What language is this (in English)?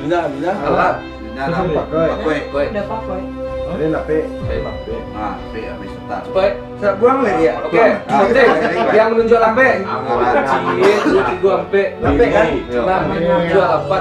Minangkabau